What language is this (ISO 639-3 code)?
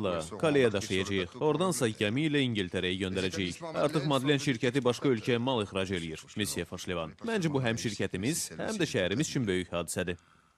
aze